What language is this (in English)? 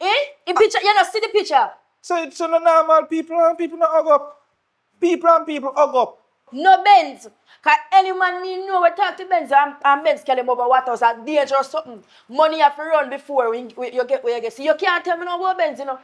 Jamaican Creole English